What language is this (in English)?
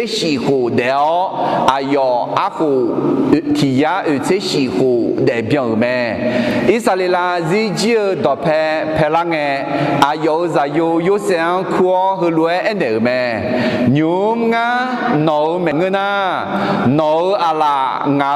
Akha